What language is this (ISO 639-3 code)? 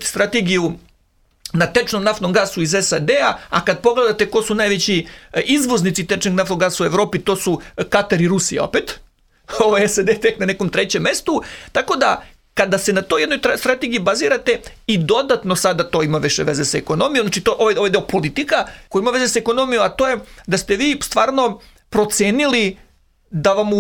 srp